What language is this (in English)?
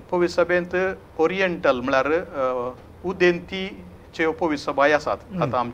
Konkani